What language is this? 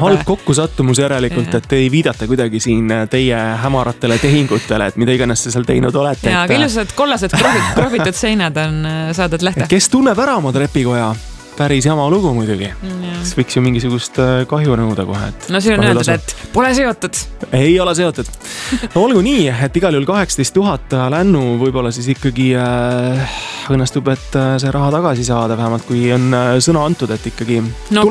Estonian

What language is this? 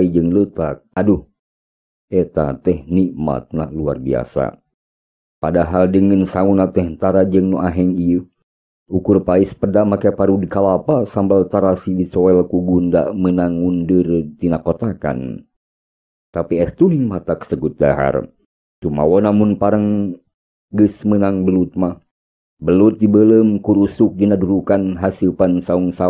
Sundanese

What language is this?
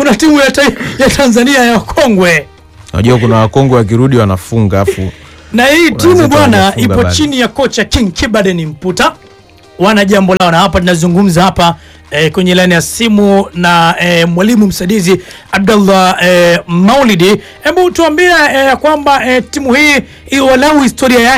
Swahili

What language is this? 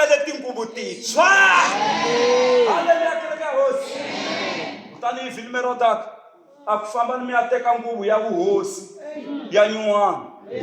Tsonga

